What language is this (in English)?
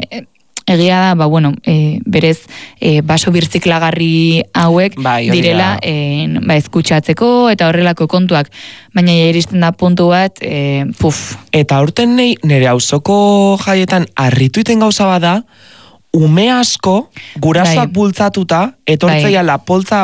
Basque